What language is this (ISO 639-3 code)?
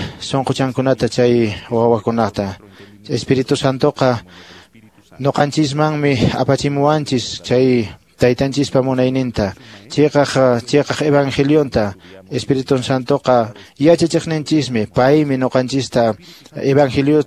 que